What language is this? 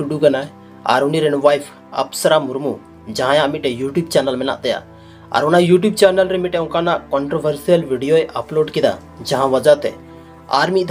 Santali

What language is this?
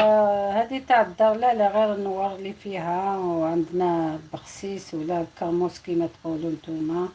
Algerian Arabic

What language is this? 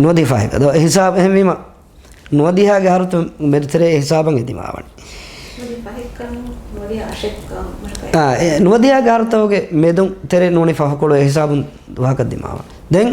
Divehi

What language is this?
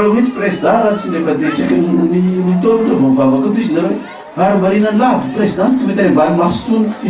Malagasy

